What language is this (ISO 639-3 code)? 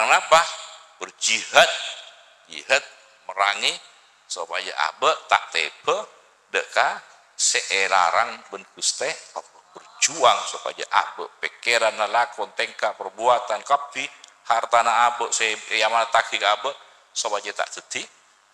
mad